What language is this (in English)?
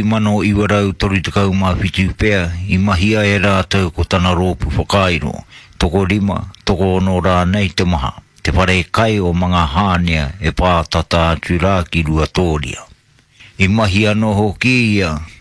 Māori